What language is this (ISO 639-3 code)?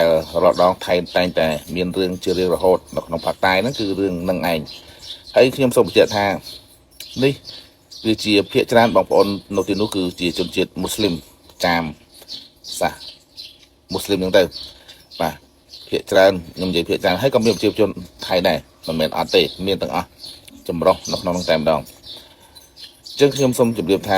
khm